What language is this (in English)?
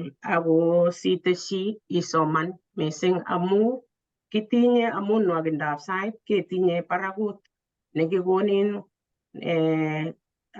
Kalenjin